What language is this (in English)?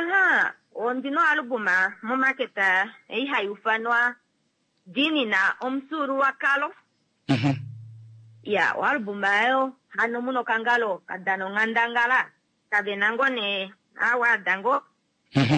Kuanyama